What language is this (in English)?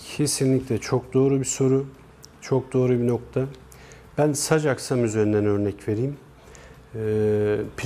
Turkish